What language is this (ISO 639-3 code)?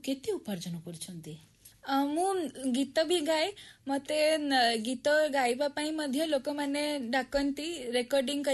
ori